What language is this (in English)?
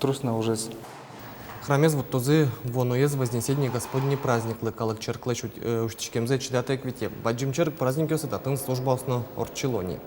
Udmurt